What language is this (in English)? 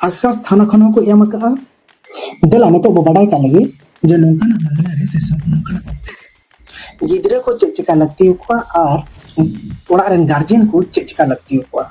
Santali